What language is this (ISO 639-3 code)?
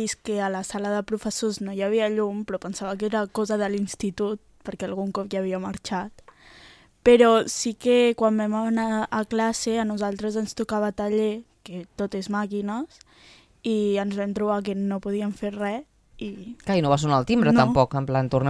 cat